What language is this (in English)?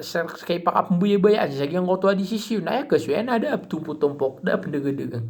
Maranao